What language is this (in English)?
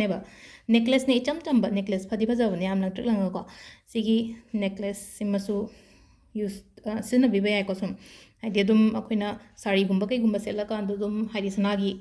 Manipuri